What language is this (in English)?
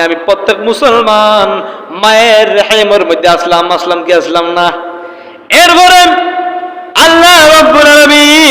Sylheti